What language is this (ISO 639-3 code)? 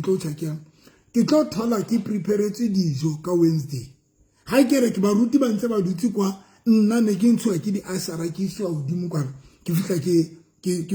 sot